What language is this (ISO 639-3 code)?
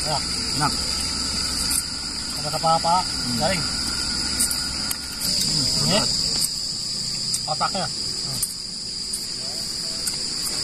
ind